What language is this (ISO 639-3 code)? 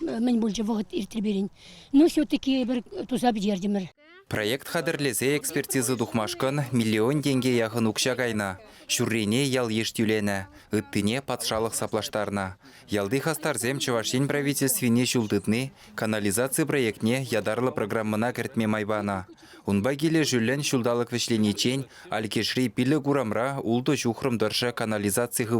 chv